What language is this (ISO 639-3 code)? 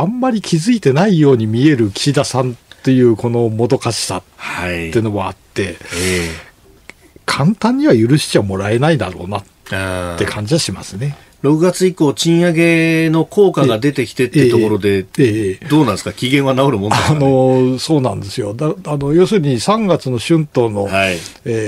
jpn